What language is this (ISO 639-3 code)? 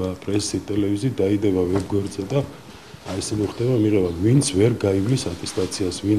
kat